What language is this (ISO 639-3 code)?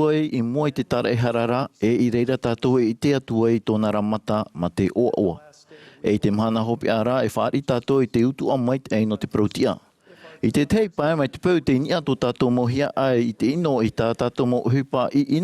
tah